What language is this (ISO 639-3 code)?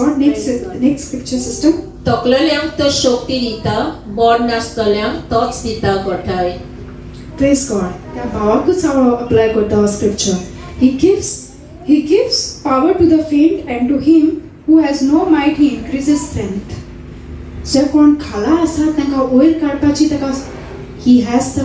kok